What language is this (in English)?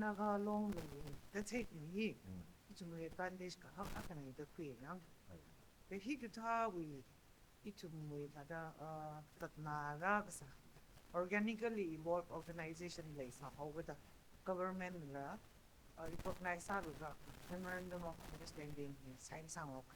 Tangkhul Naga (India)